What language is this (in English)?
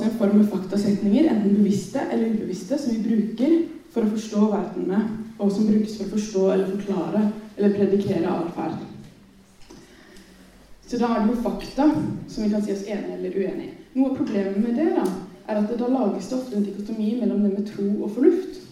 Norwegian